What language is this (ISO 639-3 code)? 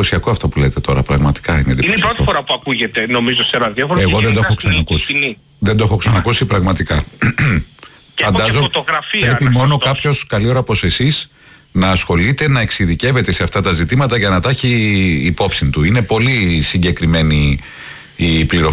ell